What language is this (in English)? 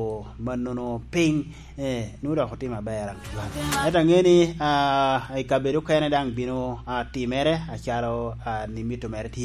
Lango (Uganda)